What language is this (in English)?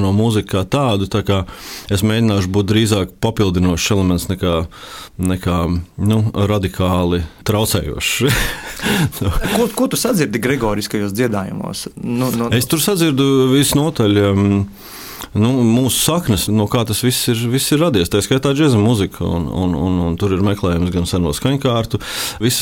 Latvian